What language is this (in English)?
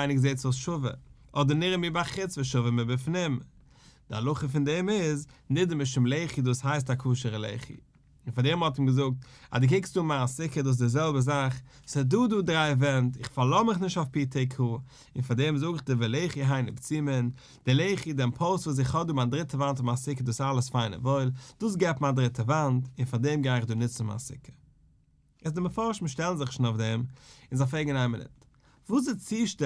Yiddish